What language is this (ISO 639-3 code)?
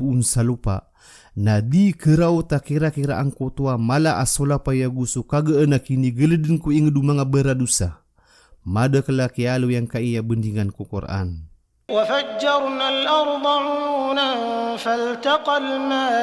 mrw